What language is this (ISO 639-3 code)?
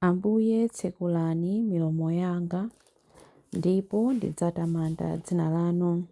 nya